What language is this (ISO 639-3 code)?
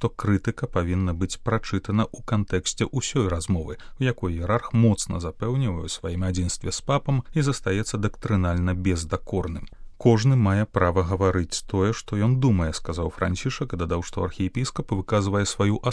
bel